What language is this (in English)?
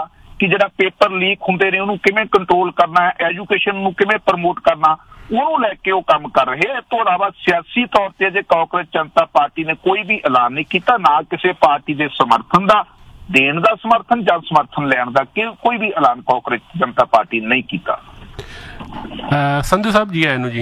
Punjabi